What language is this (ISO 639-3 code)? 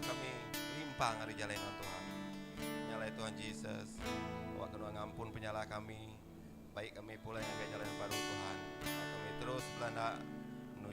iba